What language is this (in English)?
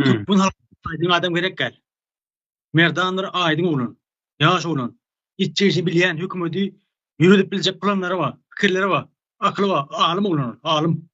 Turkmen